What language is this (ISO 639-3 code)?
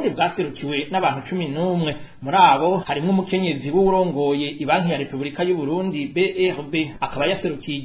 run